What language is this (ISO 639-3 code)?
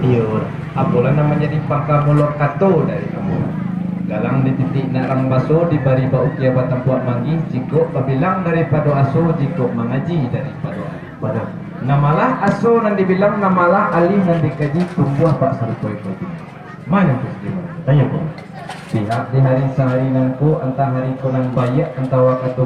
min